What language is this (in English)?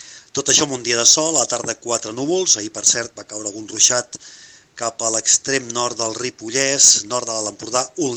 Catalan